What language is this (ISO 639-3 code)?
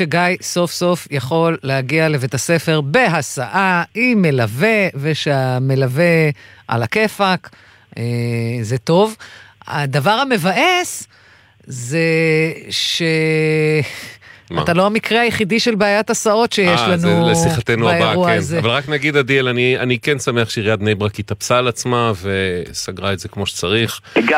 heb